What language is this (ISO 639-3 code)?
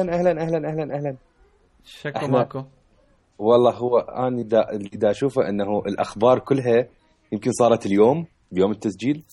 acm